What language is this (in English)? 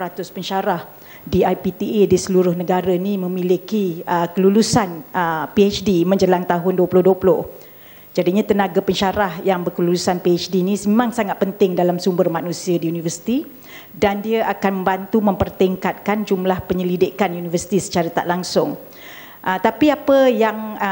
Malay